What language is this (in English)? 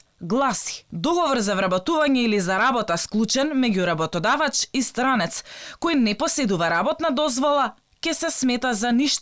Macedonian